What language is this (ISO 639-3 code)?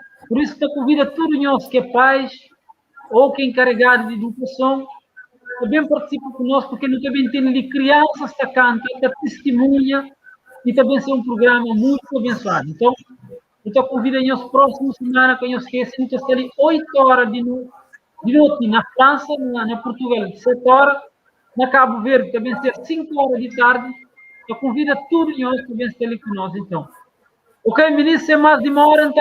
kea